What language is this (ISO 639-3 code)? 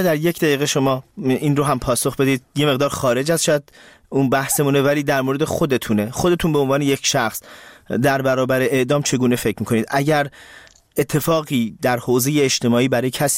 fas